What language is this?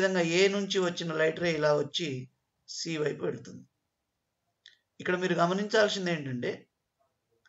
Telugu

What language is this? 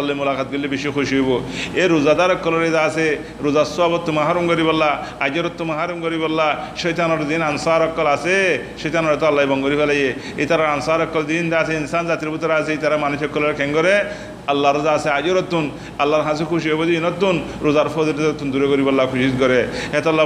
Rohingya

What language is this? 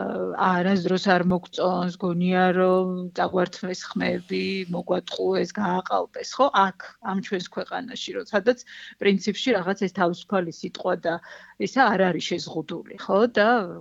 Georgian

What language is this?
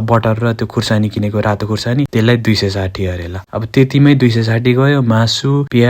Nepali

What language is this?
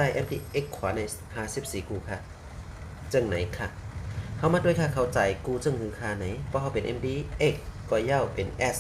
Shan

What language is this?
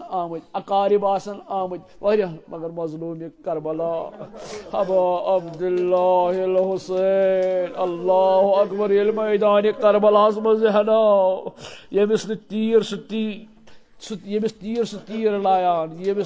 Kashmiri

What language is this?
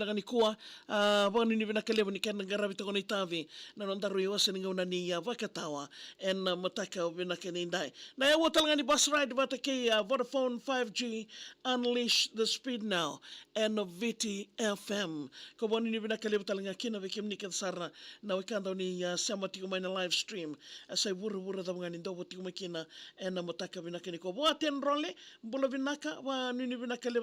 Fijian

